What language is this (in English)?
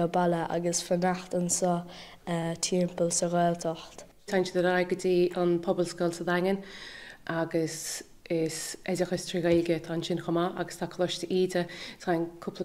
Irish